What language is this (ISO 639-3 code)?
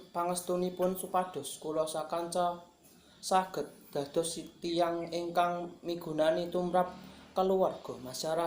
jav